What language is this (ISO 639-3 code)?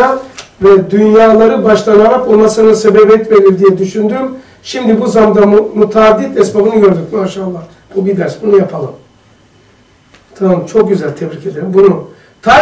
tur